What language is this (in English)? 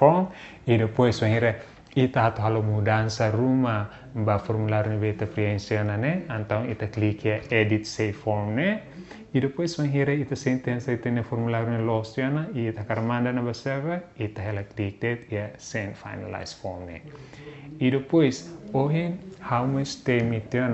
Tetum